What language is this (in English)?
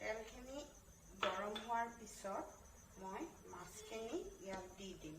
Assamese